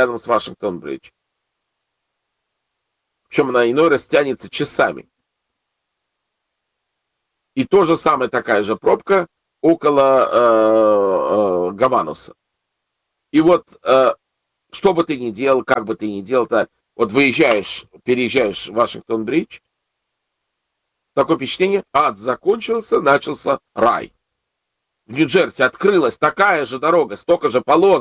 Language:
Russian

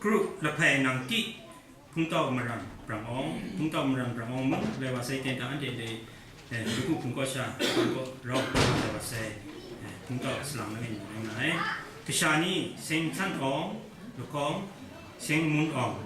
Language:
Kachin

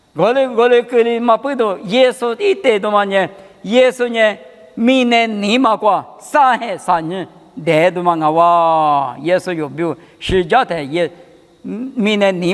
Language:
Lisu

